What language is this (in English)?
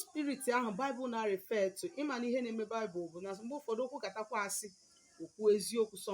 Igbo